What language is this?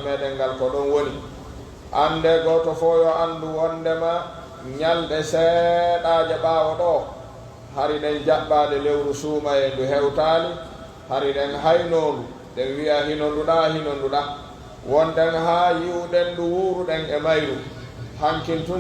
Pular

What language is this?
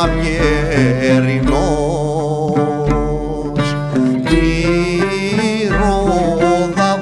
Greek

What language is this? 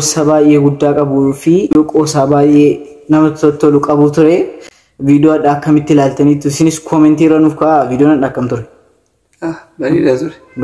Oromo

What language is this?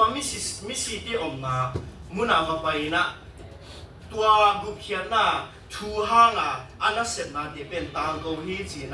Tedim Chin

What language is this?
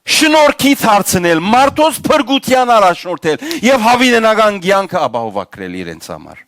Western Armenian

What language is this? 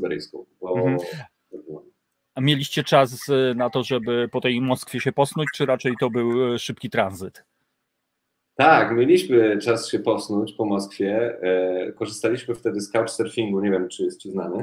Polish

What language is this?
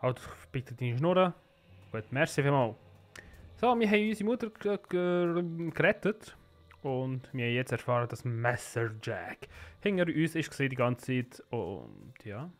Swiss German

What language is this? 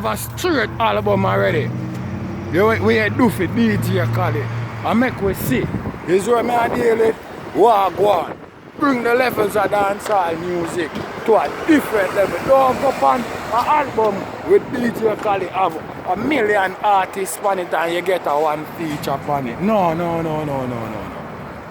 Jamaican Creole English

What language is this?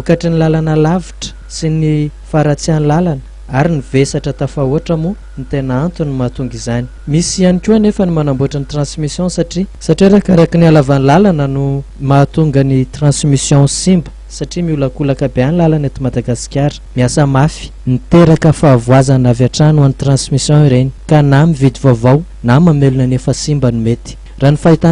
Malagasy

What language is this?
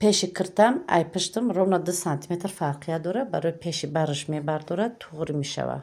Tajik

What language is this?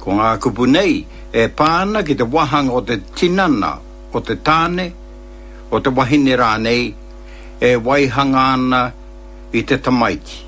Māori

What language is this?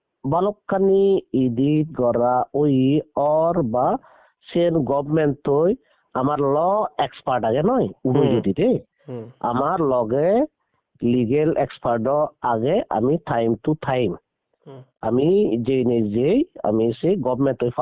Chakma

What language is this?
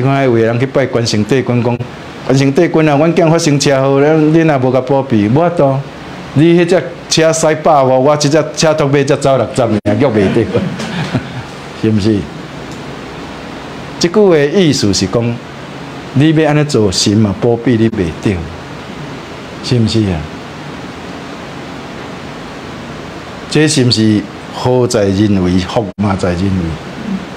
Min Nan Chinese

